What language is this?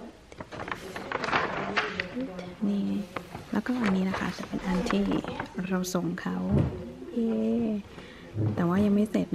Thai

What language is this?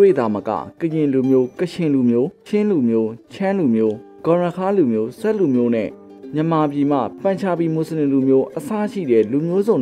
Burmese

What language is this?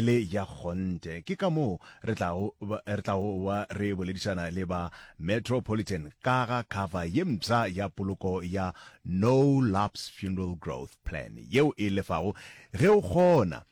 Northern Sotho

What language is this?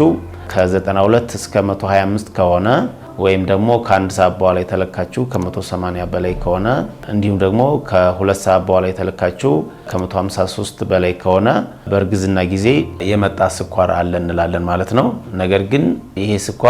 Amharic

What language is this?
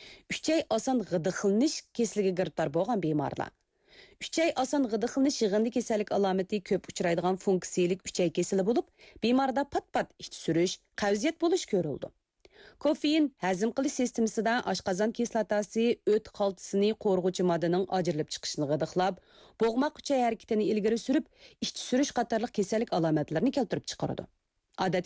Uyghur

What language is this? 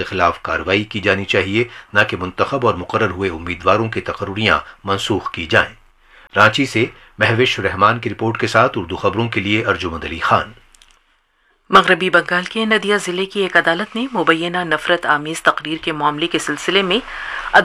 Urdu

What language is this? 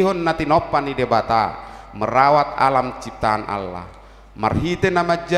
Batak Toba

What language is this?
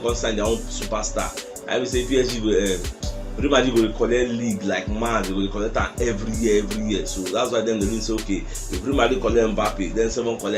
Nigerian Pidgin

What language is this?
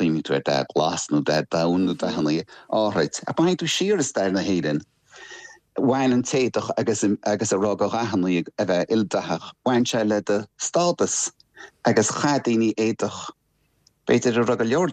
Irish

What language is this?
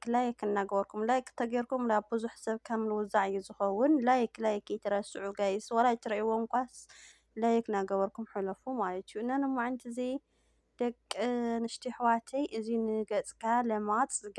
Tigrinya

